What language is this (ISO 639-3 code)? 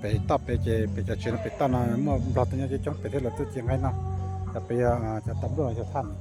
hmn